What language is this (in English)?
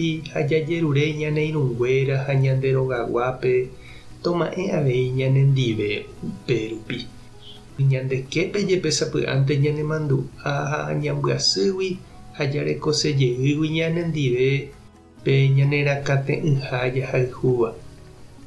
Guarani